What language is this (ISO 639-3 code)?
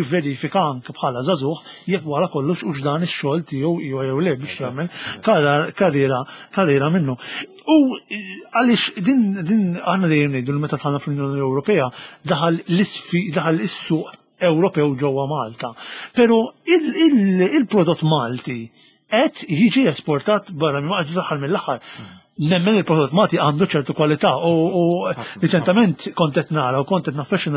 mlt